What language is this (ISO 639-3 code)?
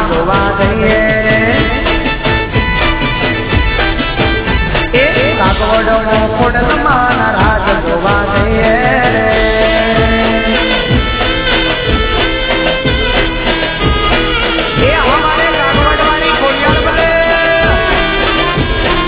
guj